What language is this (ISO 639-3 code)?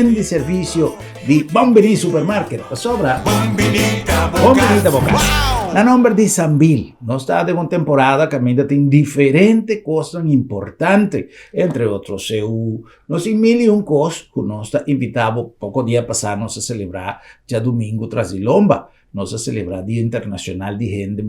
pap